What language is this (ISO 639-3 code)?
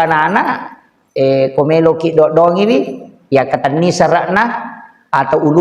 bug